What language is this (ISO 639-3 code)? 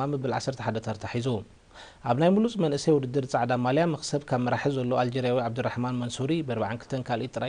tir